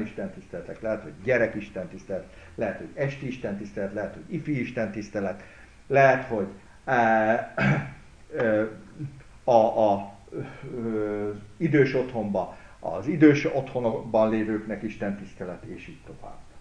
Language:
Hungarian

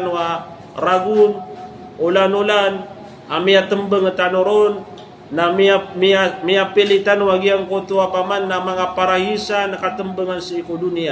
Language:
Maranao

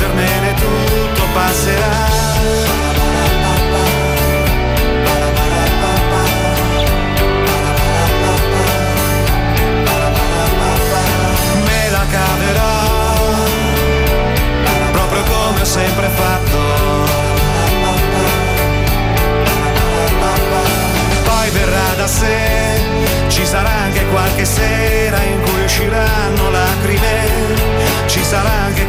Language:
Italian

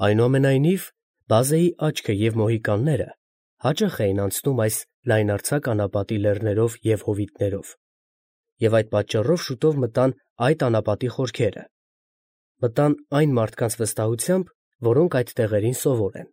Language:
Armenian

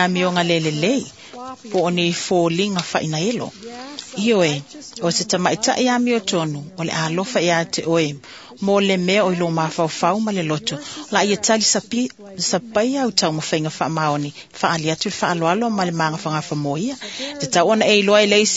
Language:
Samoan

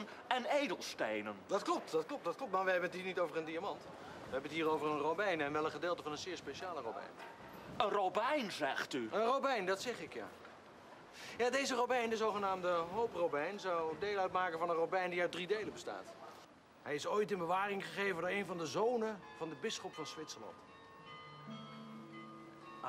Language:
Dutch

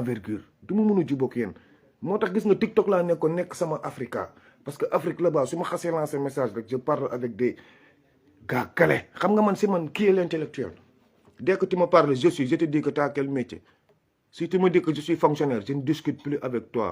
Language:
Wolof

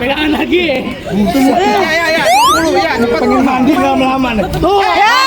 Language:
Betawi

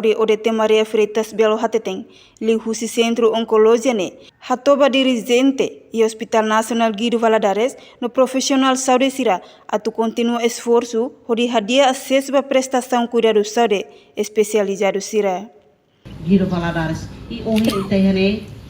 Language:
Tetum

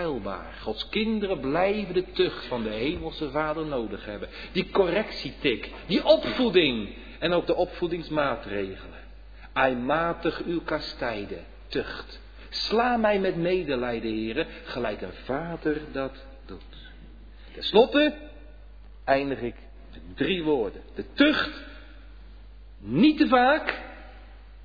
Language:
Dutch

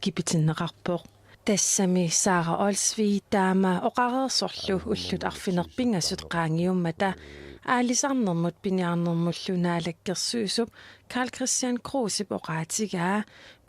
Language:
Kalaallisut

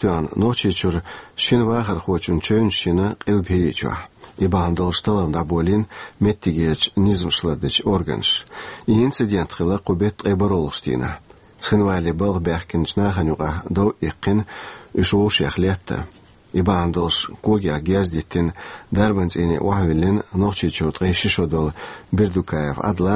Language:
Chechen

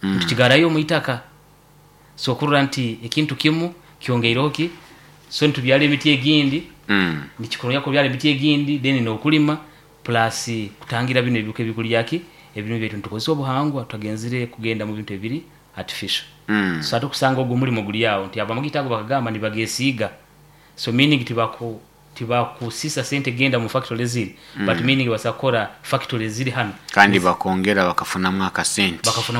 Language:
Nyoro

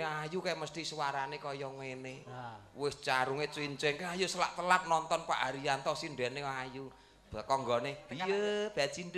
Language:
Javanese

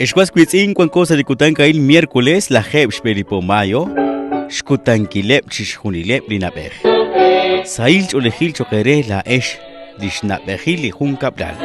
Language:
Kekchí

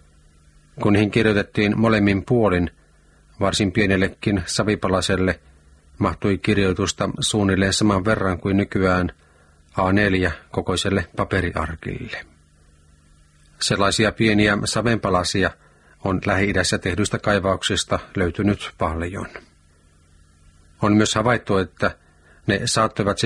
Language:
Finnish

